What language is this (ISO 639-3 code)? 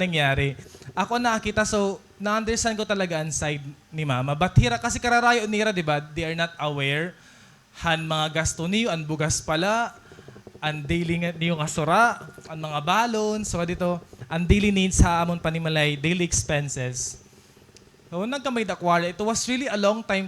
war